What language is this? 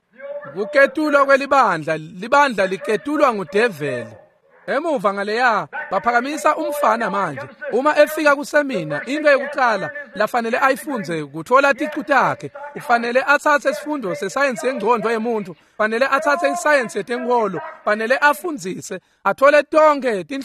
Swati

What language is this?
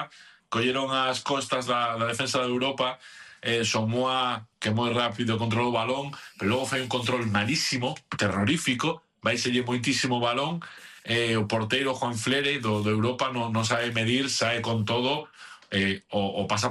Galician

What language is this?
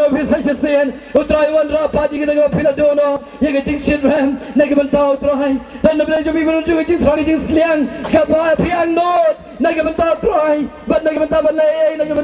Khasi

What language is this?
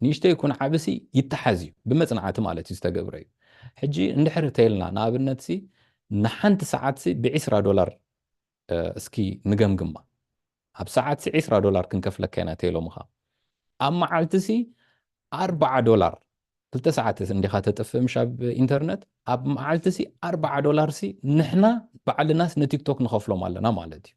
Tigrinya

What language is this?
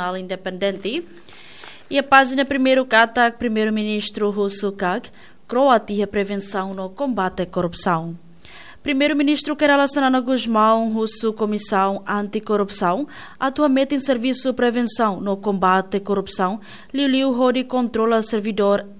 Tetum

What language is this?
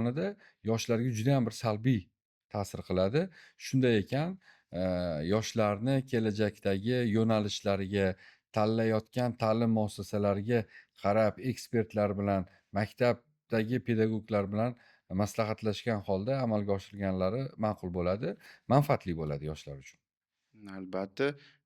Uzbek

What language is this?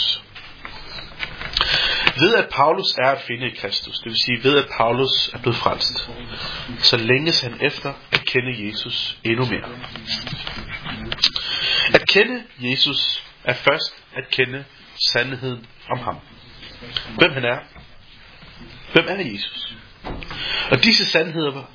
Danish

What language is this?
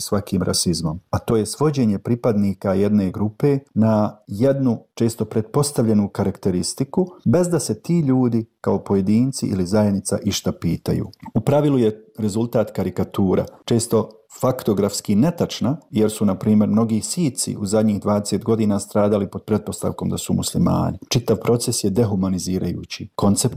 Bosnian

